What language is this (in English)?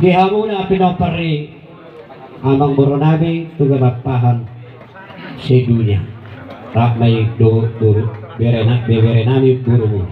Batak Toba